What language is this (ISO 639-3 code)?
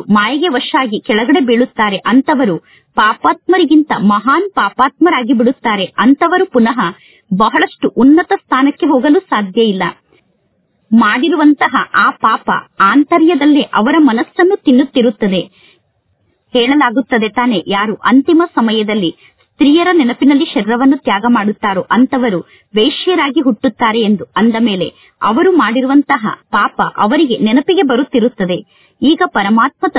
kan